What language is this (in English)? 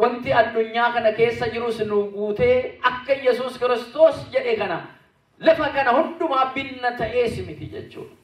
Oromo